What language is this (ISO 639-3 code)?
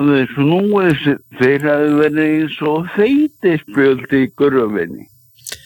isl